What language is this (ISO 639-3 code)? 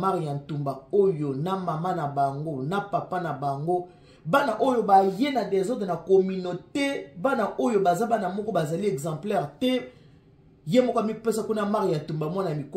lin